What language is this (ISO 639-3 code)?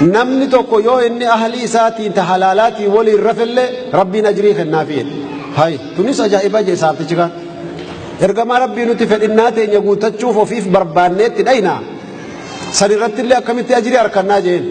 orm